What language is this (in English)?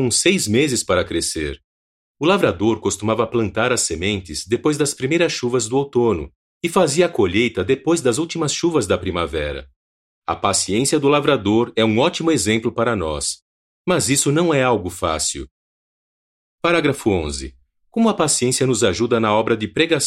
Portuguese